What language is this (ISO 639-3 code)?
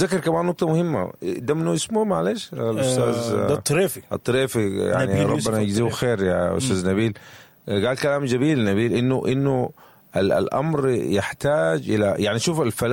apd